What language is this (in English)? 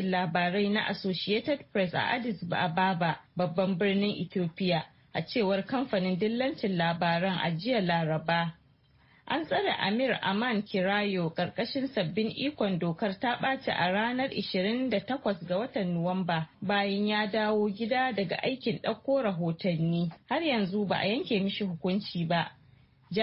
Hausa